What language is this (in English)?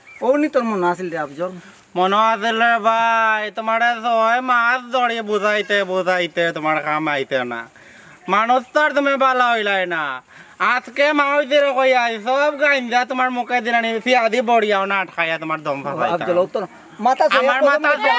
Sylheti